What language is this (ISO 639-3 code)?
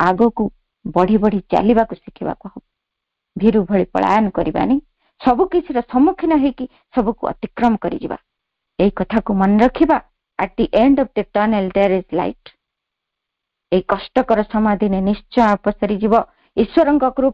ori